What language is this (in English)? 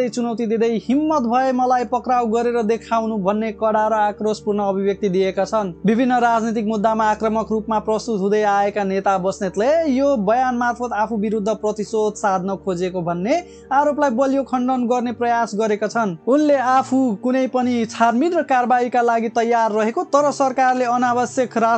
Nepali